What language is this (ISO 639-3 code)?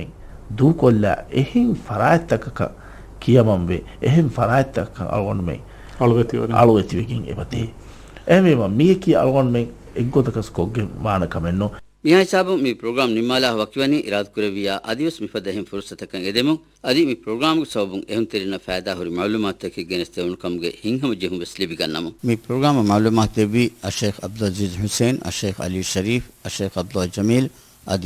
div